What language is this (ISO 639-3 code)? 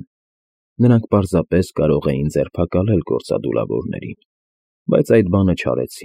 hye